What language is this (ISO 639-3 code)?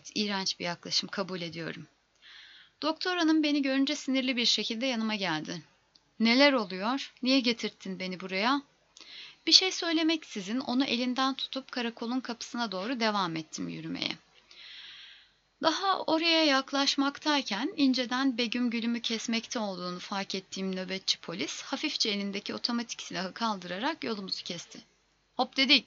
tur